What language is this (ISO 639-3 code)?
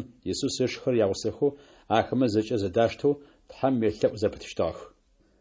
ady